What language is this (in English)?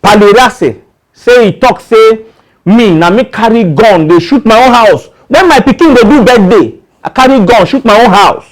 Nigerian Pidgin